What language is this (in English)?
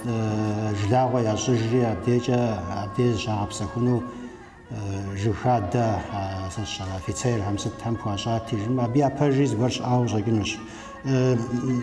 Kabardian